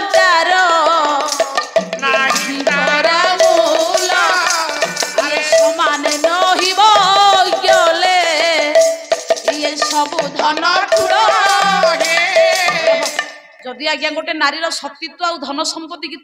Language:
Odia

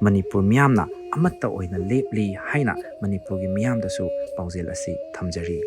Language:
Manipuri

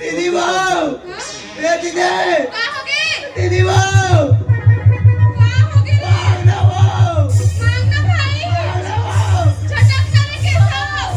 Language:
Chhattisgarhi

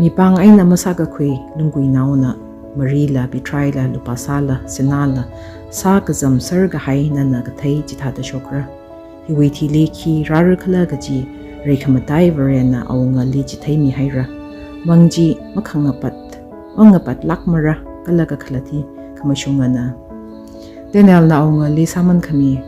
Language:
Tangkhul Naga (India)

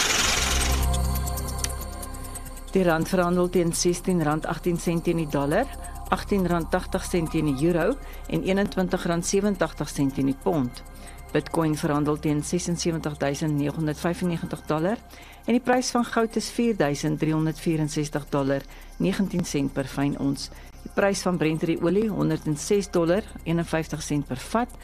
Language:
Afrikaans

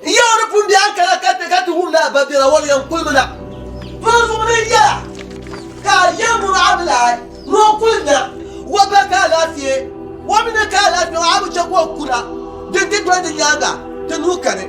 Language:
Dagbani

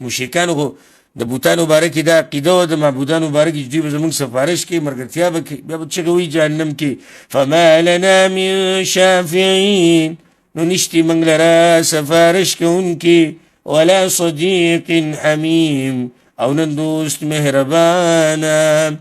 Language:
Pashto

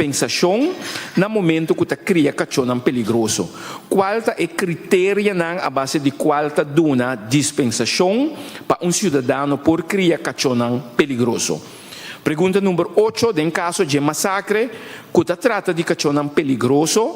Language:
Papiamento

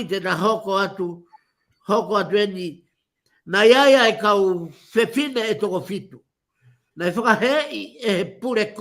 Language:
Tongan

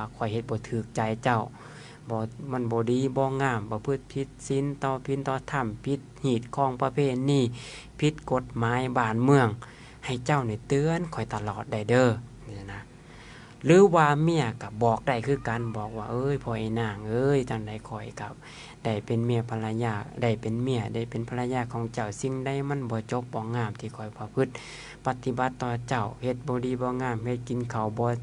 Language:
Lao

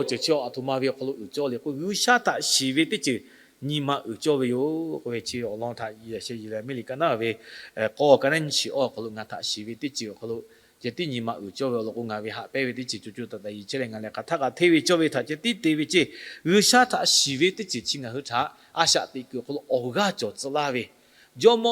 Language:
Lahu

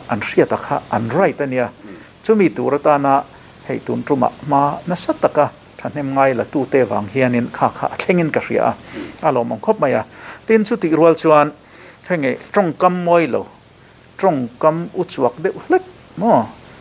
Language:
Mizo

